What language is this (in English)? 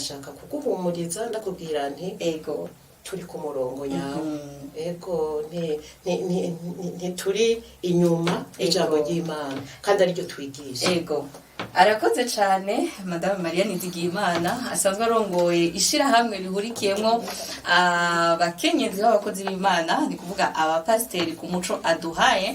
Rundi